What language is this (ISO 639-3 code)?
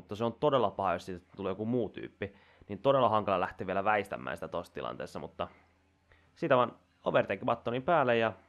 fin